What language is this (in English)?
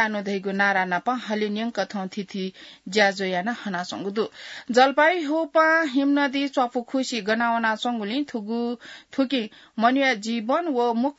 Newari